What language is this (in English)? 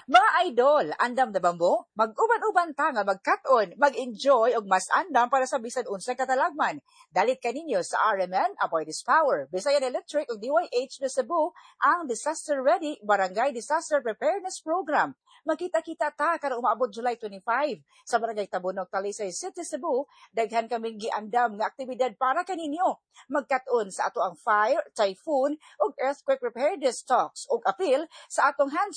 Cebuano